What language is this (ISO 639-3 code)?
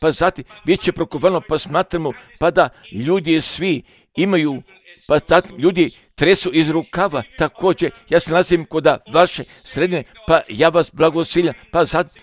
hrv